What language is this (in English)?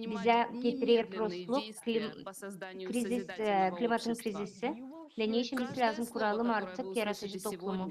Gagauz